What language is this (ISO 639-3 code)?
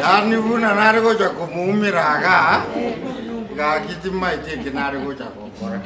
guz